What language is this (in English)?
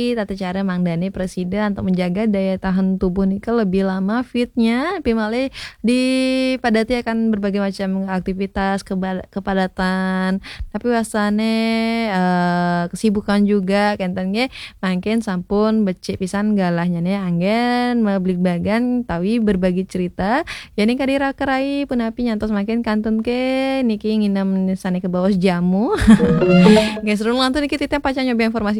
Balinese